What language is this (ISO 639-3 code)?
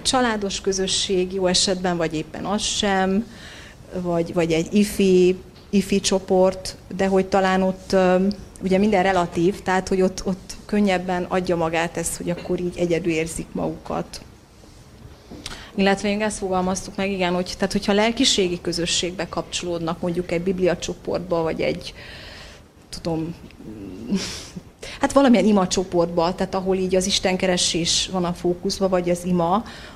hun